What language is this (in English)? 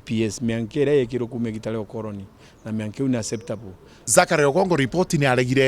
Meru